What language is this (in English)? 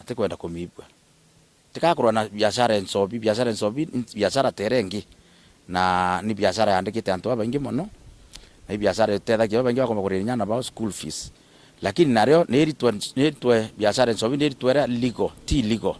Meru